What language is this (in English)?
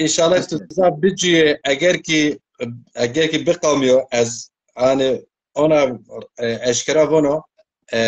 Zaza